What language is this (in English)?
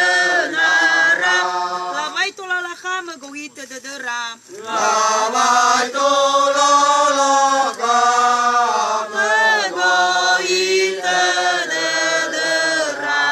Nias